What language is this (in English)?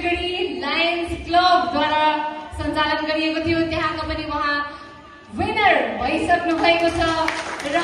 Nepali